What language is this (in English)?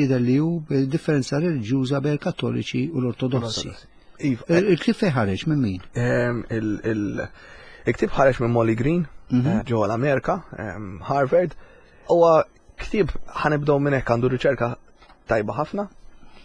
Maltese